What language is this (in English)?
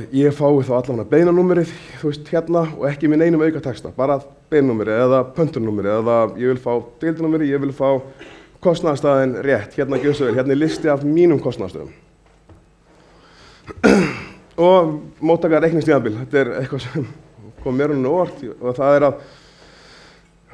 Icelandic